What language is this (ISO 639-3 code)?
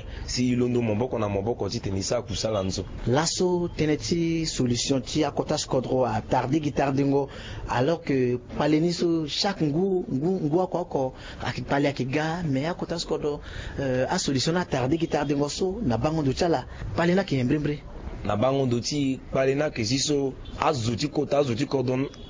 sag